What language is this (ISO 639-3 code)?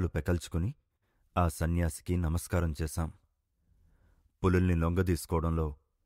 tel